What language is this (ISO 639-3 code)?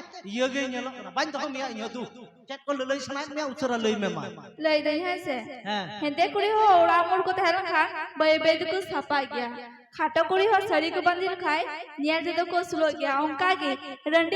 sat